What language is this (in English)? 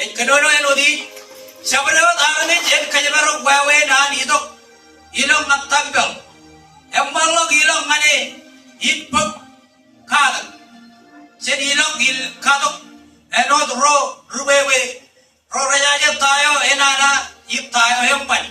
Marshallese